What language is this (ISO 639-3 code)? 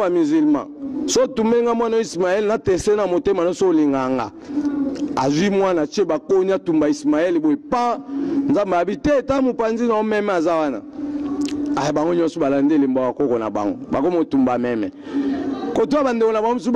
lin